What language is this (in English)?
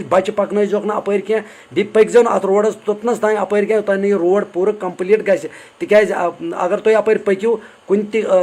Kashmiri